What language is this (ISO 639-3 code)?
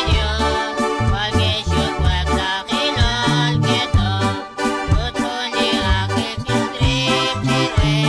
kek